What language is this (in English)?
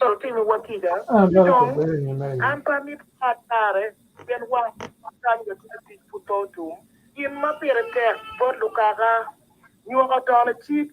Acoli